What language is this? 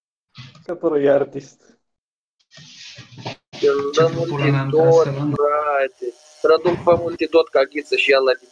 Romanian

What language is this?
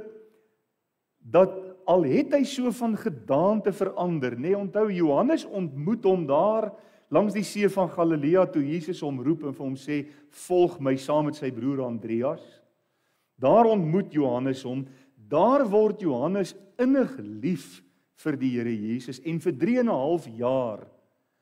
Afrikaans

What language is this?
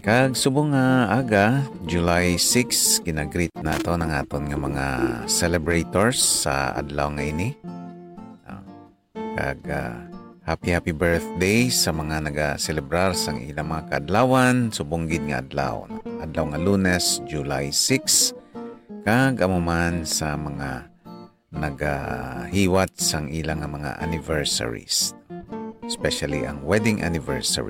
Hiligaynon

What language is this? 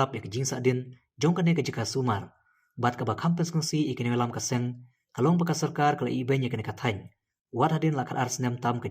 Khasi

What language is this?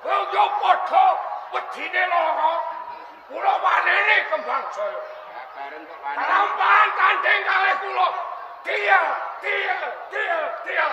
Javanese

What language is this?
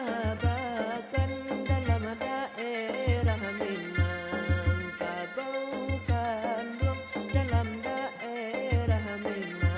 Minangkabau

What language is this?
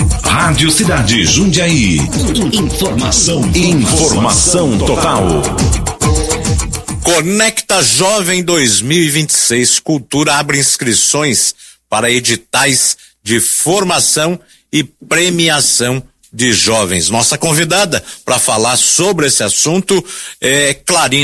Portuguese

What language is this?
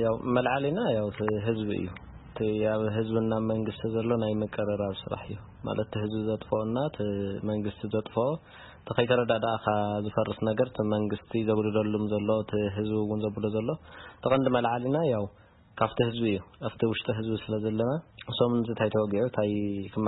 Tigrinya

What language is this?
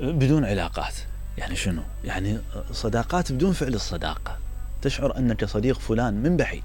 Mesopotamian Arabic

